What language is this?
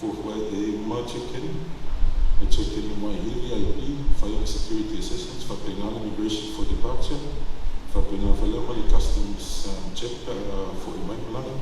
Samoan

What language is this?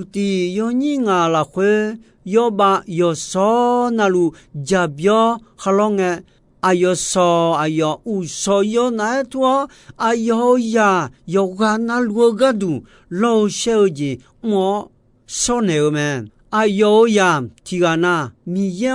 Akha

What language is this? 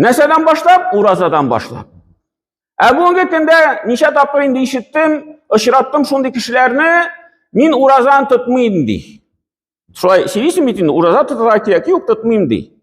Tatar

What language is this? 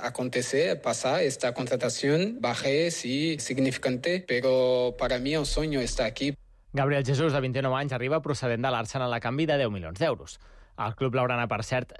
Catalan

